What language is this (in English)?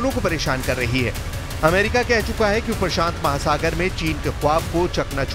Hindi